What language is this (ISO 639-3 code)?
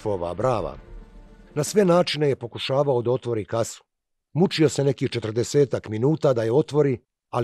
bos